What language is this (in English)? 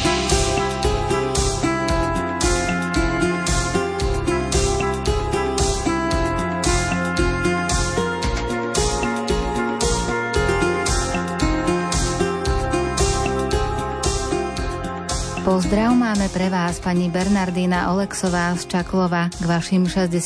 Slovak